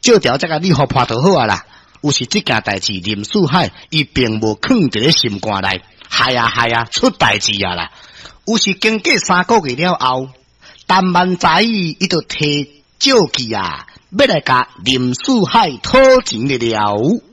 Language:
Min Nan Chinese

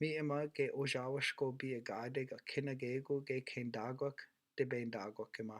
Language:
Chippewa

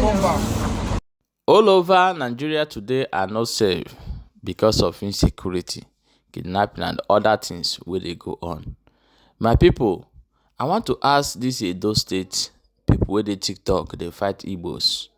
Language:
Igbo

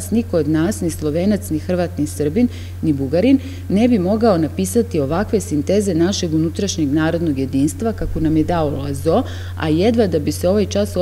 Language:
Serbian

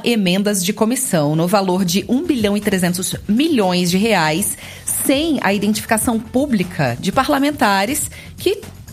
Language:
Portuguese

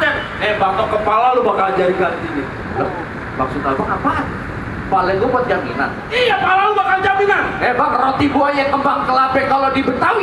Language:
Betawi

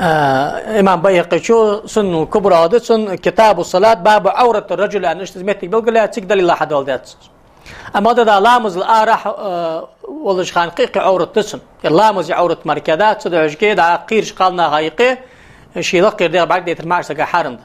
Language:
Ingush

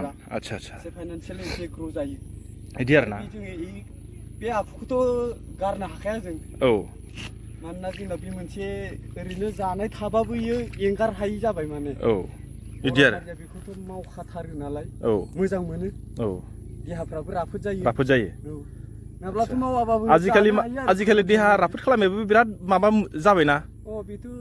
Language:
Bodo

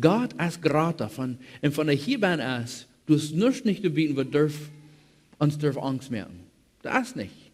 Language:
Plautdietsch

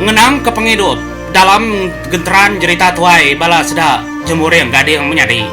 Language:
Iban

